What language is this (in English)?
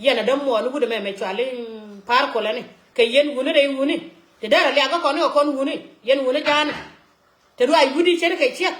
Nuer